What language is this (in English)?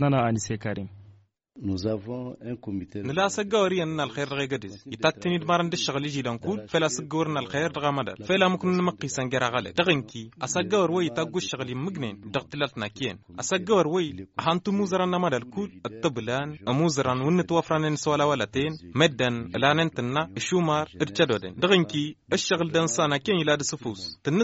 Hausa